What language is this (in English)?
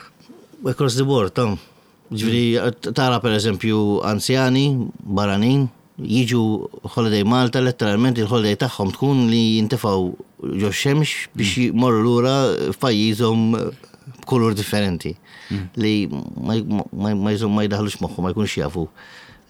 Maltese